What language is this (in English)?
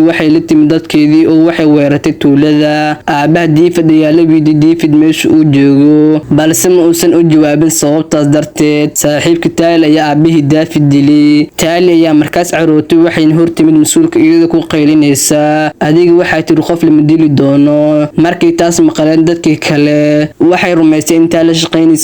Somali